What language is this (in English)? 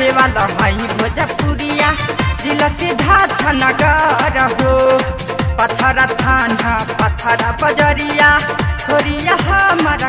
Bhojpuri